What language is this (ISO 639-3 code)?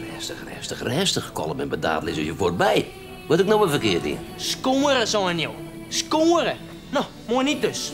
fry